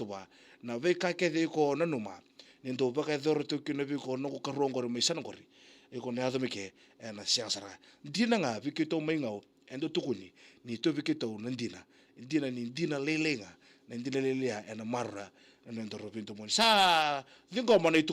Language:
Fijian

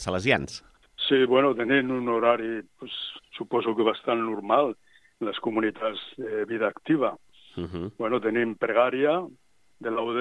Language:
Catalan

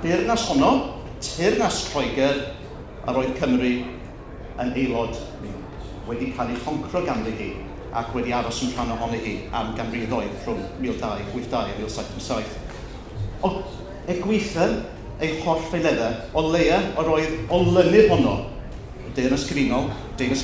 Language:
Welsh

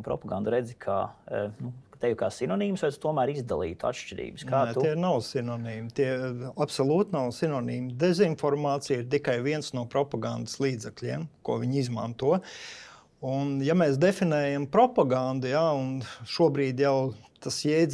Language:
Latvian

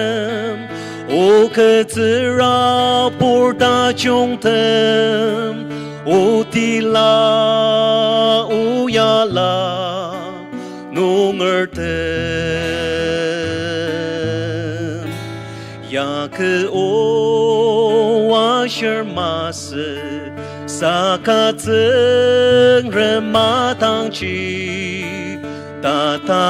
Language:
Ao Naga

